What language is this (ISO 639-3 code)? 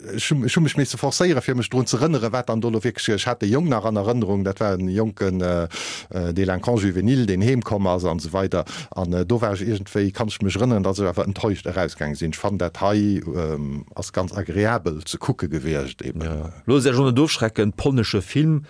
ltz